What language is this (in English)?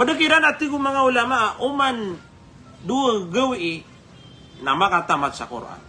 Maranao